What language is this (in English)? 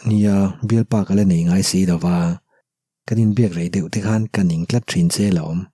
Mizo